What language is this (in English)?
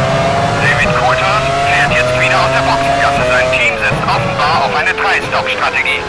Bavarian